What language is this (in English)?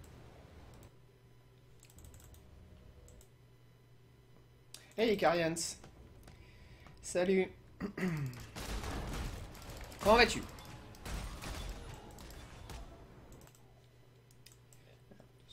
French